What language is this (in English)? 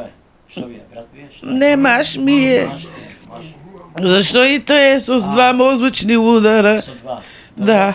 Macedonian